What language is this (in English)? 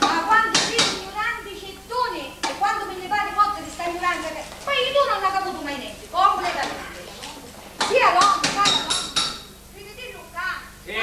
Sicilian